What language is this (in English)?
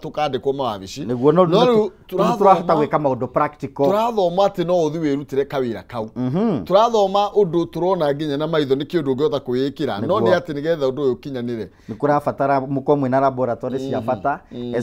Kikuyu